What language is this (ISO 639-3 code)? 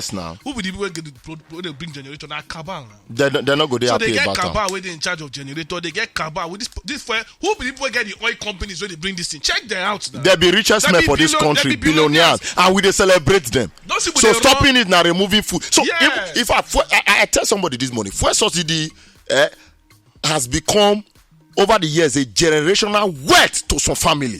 pcm